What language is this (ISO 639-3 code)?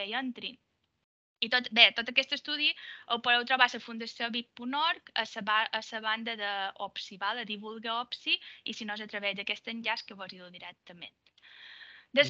cat